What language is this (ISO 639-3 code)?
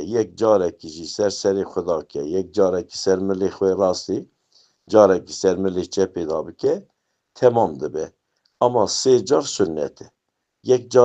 kur